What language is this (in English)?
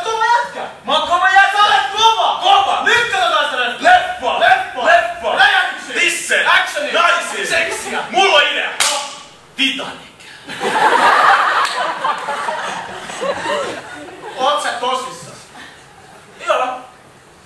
Finnish